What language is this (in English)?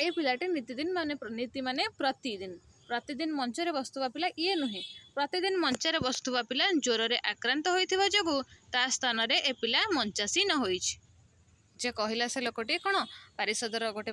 Odia